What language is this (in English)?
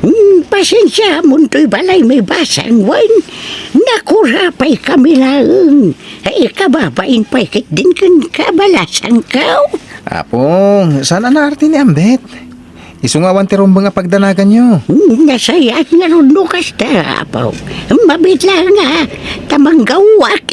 Iloko